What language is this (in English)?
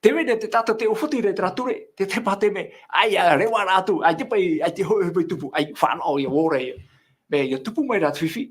Tahitian